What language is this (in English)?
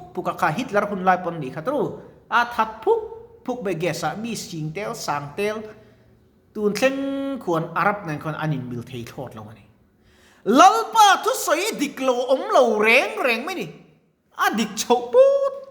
Mizo